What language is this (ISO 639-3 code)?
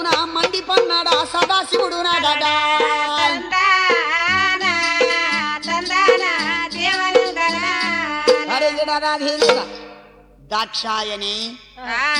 tel